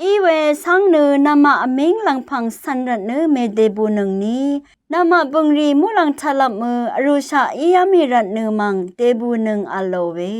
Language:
Rawang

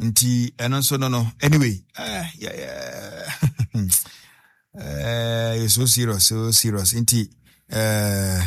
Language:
Akan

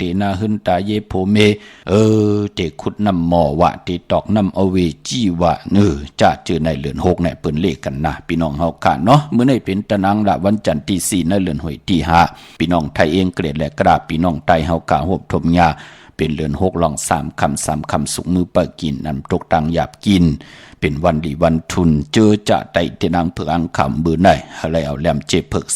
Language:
Shan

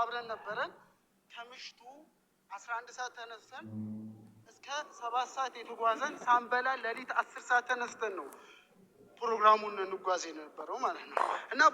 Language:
Amharic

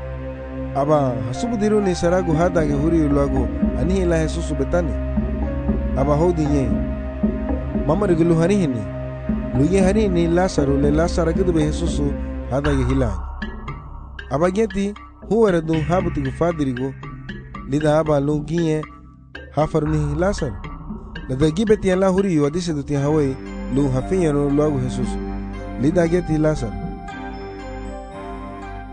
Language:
Garifuna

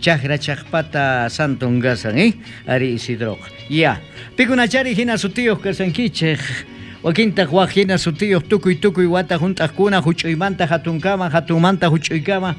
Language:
South Bolivian Quechua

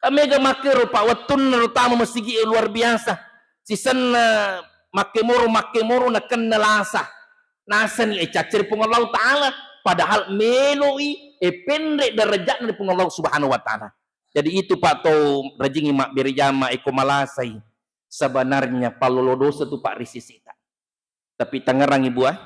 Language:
Buginese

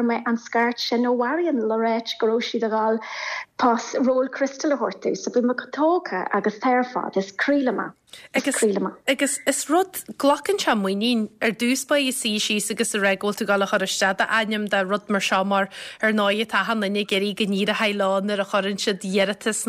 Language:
Irish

